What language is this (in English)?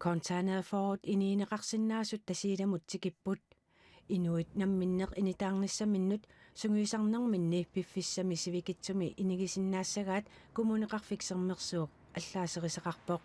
Kalaallisut